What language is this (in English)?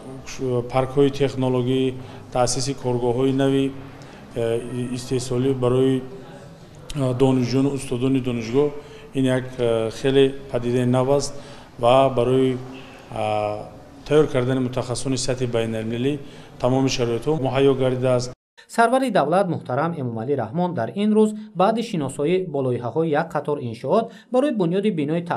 Tajik